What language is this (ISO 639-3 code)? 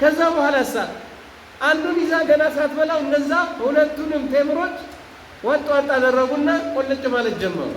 amh